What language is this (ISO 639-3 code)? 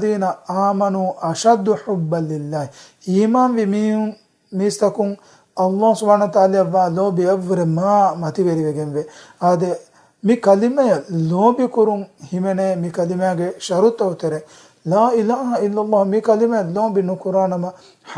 div